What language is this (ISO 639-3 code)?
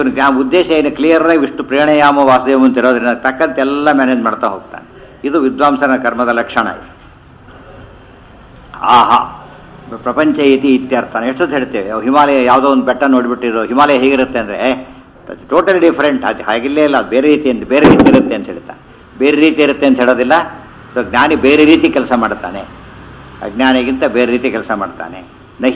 kan